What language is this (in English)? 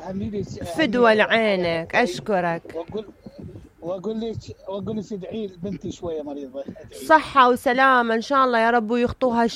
Mesopotamian Arabic